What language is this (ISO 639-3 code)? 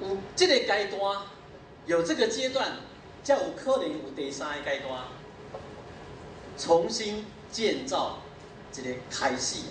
nan